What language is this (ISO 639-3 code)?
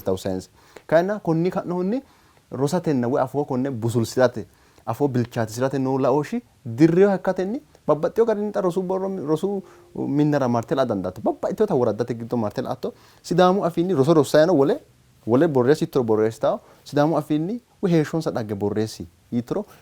sid